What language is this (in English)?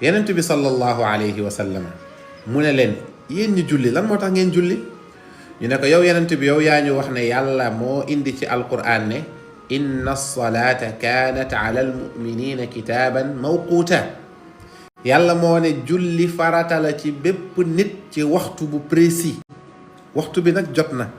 Wolof